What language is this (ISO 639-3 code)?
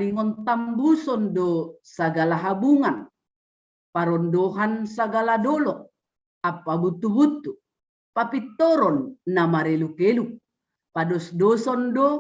bts